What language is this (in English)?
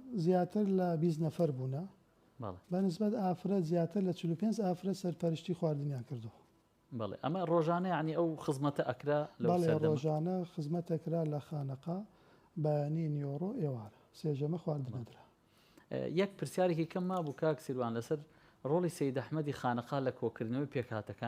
Central Kurdish